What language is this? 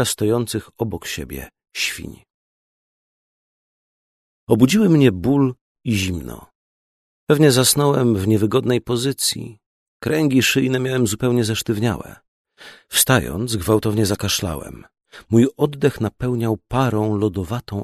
Polish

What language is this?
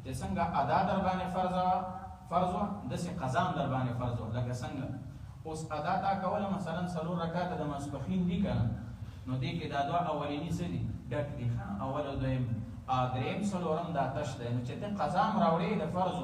Pashto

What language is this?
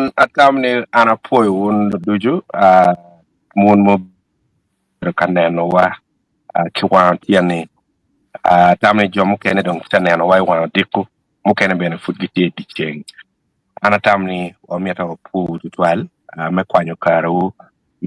Acoli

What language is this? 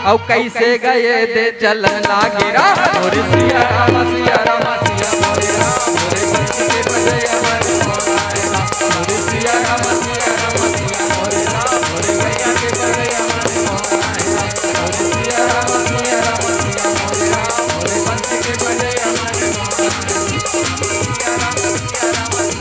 Chhattisgarhi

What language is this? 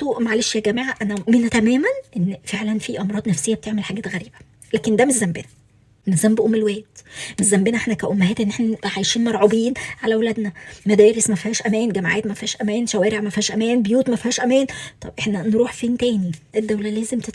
Egyptian Arabic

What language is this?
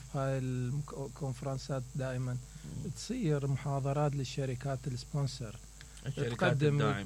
Mesopotamian Arabic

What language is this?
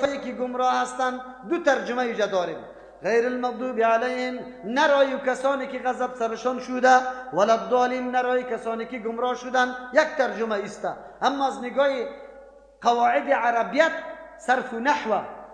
Persian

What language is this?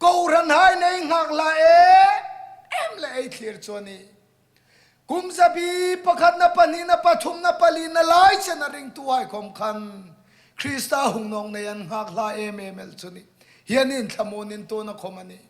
Hmar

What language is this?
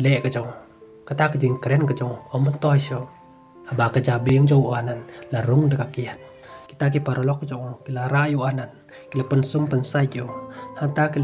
Khasi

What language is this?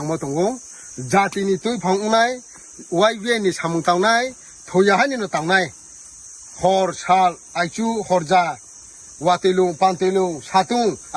Riang (India)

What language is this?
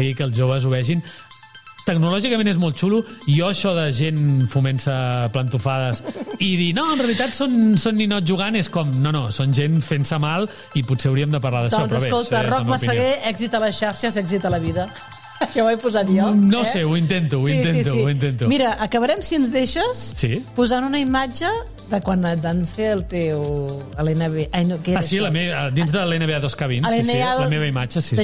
Catalan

